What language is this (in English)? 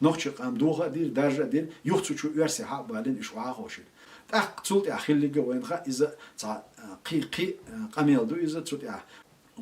Chechen